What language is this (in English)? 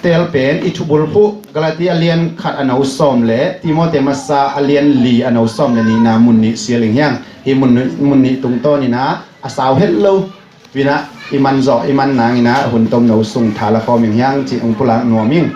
Tedim Chin